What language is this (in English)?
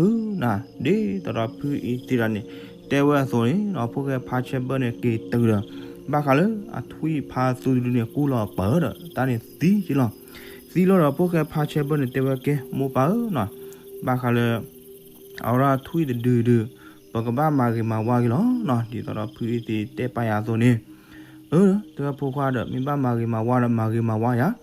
S'gaw Karen